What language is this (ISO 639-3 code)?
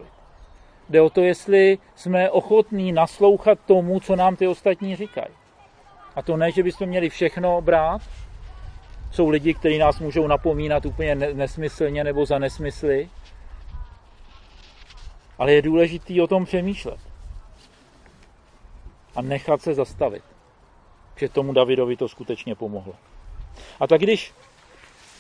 ces